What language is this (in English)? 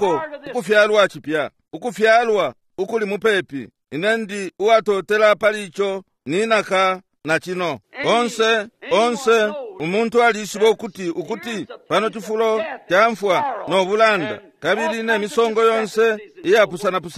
Bemba